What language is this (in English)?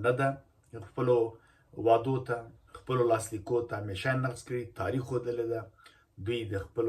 Pashto